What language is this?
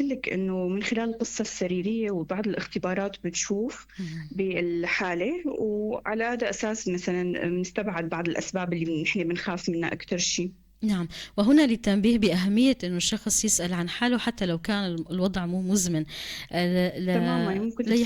North Levantine Arabic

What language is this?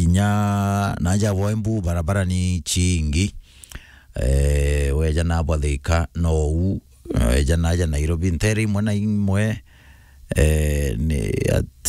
Meru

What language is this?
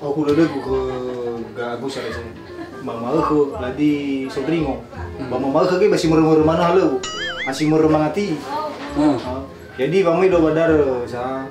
Nias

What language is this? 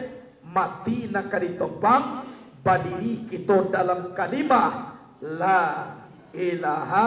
Minangkabau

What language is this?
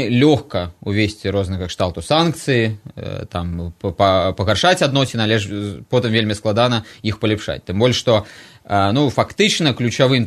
Belarusian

